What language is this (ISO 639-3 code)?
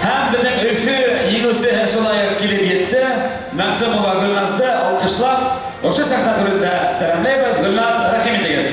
bak